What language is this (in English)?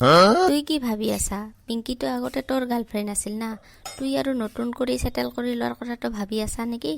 Assamese